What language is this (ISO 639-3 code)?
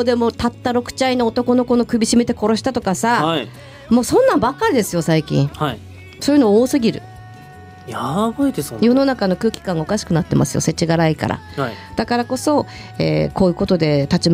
jpn